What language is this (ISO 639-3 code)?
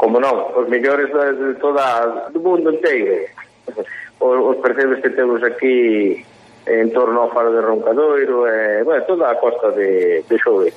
glg